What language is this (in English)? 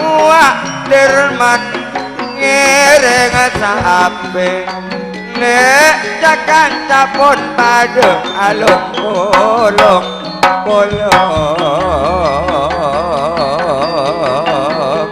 Madurese